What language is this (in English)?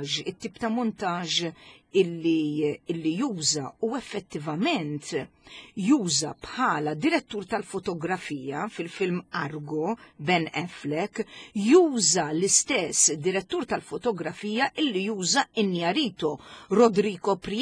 Maltese